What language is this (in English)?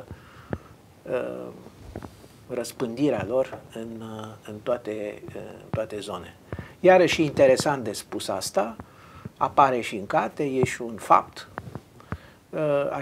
Romanian